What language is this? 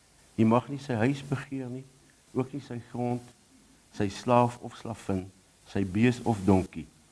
Afrikaans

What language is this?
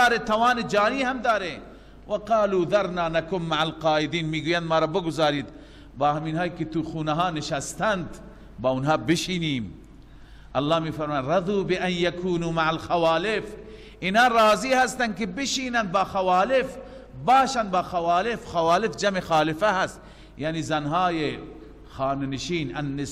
Persian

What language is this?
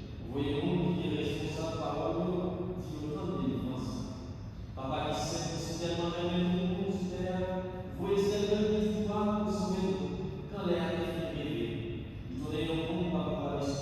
Haitian Creole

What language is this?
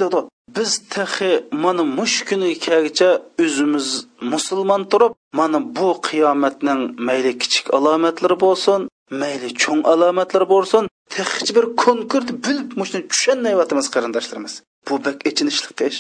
Uyghur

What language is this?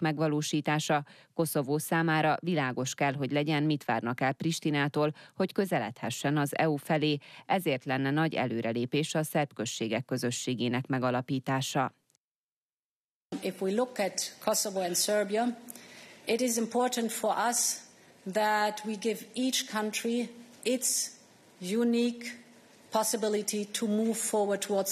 Hungarian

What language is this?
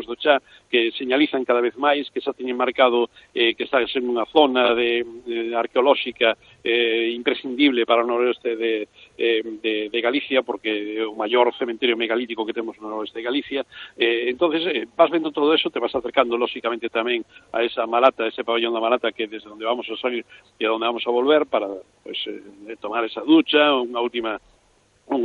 Galician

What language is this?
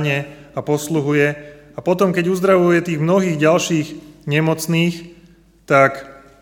Slovak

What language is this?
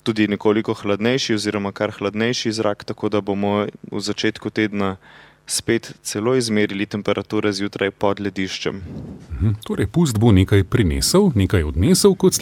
Slovenian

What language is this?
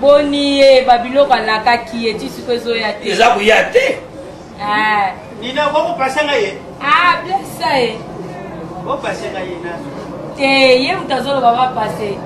Lingala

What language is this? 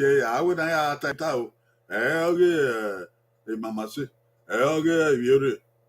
Bini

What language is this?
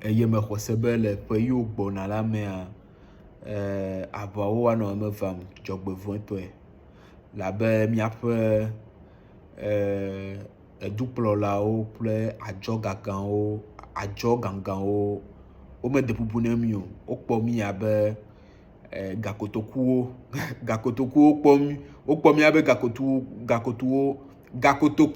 Ewe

